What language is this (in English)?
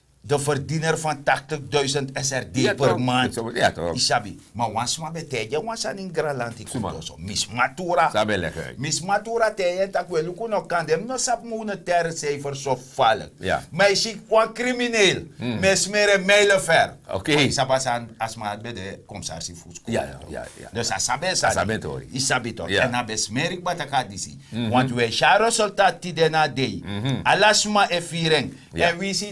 Sranan Tongo